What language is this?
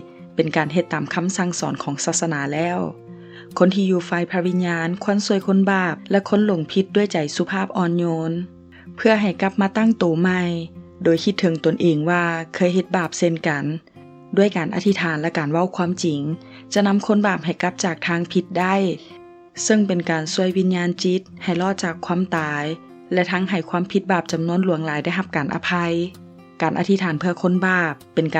Lao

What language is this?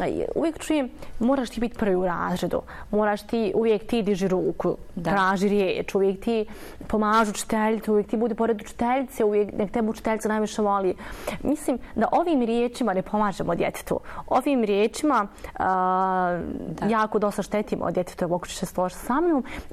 Bosnian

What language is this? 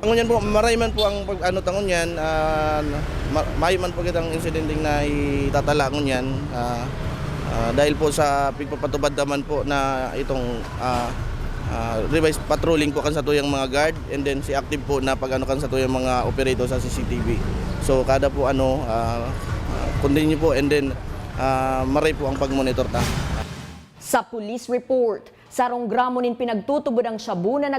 Bikol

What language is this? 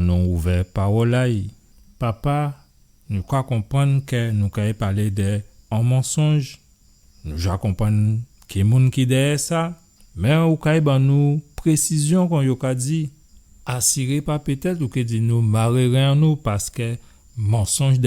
Guadeloupean Creole French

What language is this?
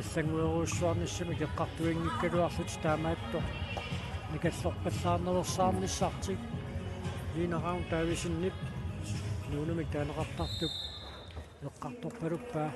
Kalaallisut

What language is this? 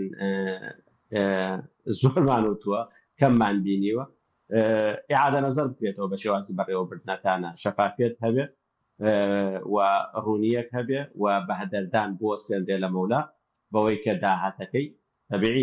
Central Kurdish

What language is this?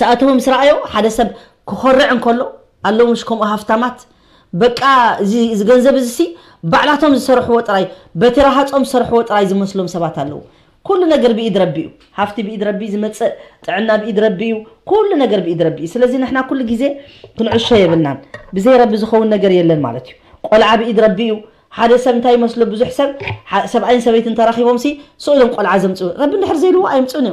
Tigrinya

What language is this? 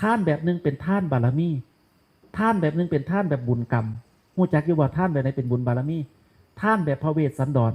Northeastern Thai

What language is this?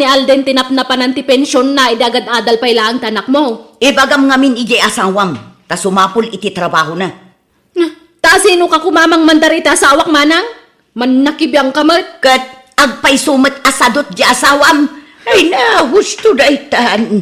Iloko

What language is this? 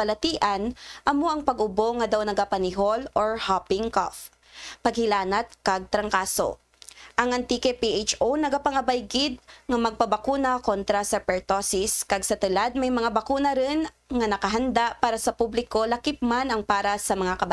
Kinaray-a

